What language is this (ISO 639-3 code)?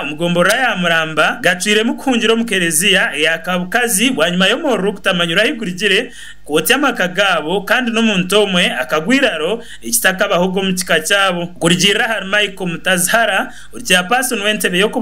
nyn